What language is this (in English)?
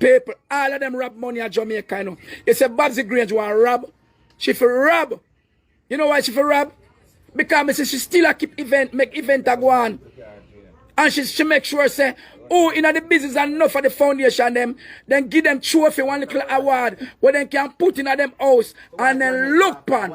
Jamaican Creole English